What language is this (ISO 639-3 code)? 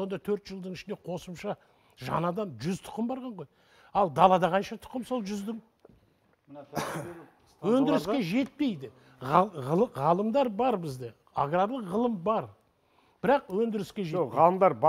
kaz